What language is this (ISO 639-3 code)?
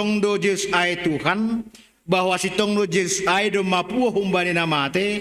bts